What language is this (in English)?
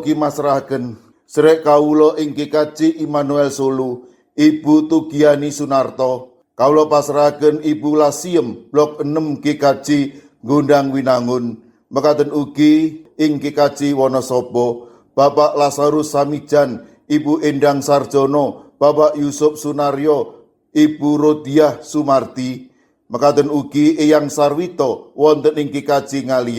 Javanese